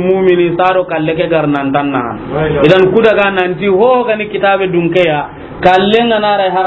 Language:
Soninke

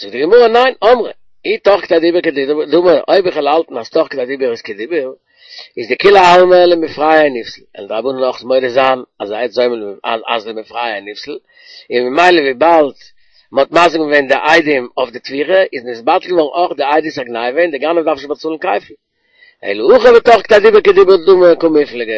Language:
Yiddish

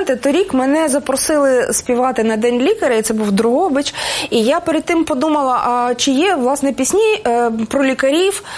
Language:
Ukrainian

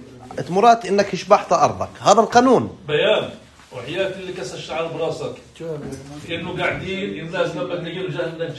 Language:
North Levantine Arabic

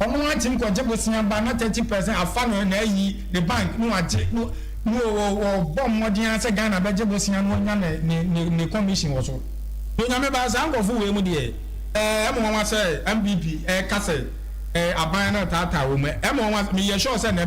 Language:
Akan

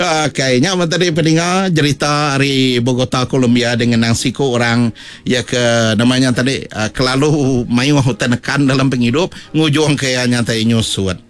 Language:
Iban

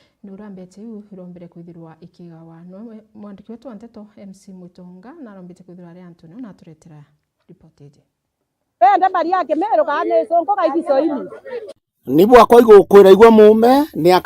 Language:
Meru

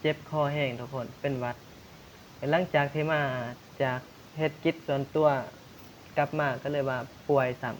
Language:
Lao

